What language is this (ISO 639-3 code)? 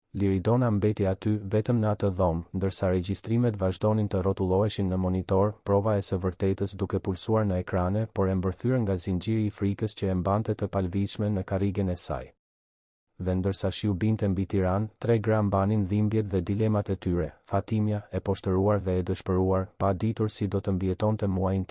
sqi